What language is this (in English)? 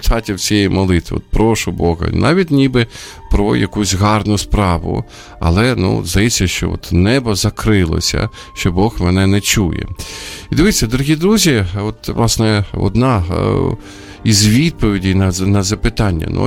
Ukrainian